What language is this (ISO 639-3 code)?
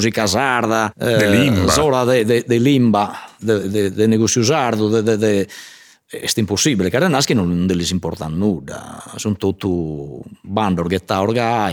srd